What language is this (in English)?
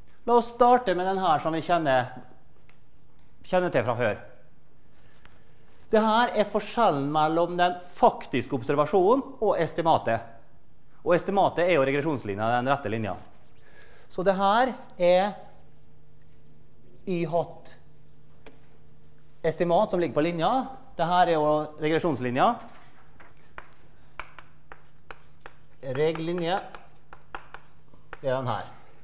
Norwegian